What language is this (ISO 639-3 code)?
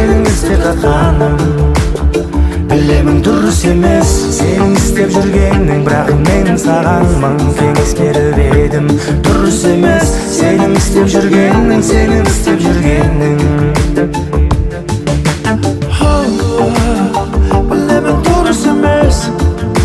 kaz